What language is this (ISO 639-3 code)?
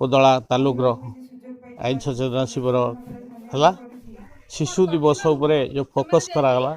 ori